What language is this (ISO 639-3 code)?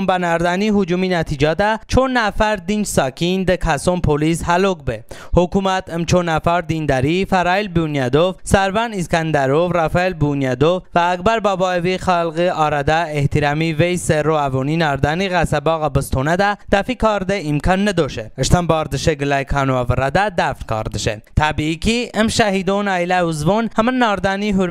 tly